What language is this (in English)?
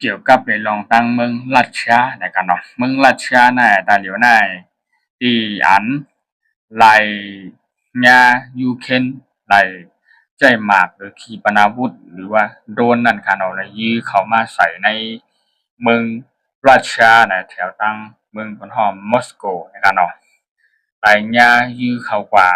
Shan